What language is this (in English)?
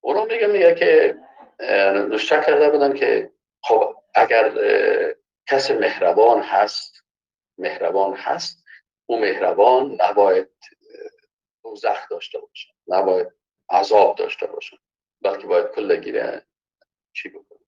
Persian